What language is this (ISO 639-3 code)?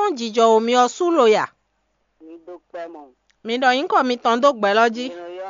fon